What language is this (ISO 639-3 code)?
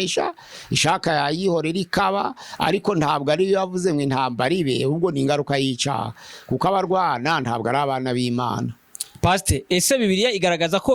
kin